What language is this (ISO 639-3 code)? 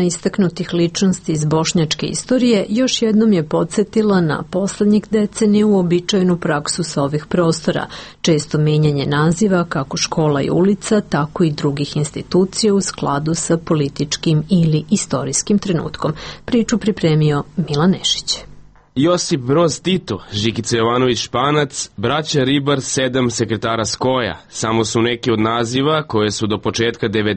srp